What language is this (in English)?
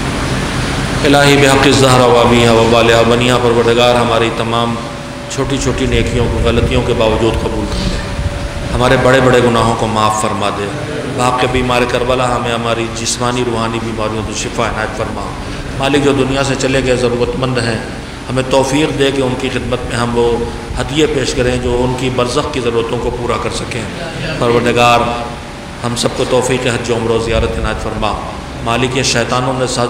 Urdu